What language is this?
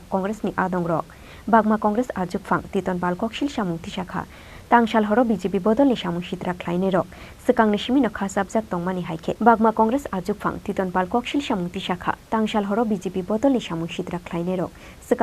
Kok Borok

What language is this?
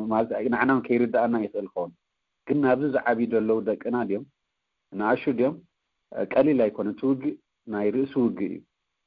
Tigrinya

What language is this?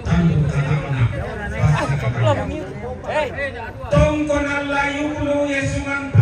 Toraja-Sa'dan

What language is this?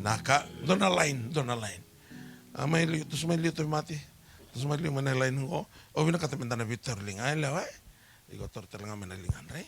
Fijian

